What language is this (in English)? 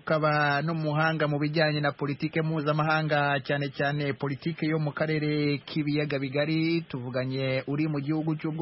Kinyarwanda